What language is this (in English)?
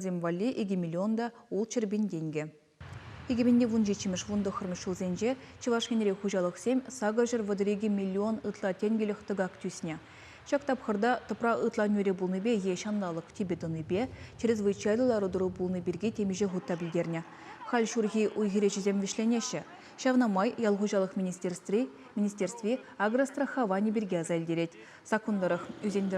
Chuvash